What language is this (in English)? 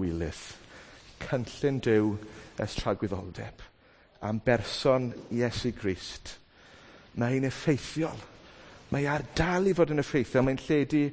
Welsh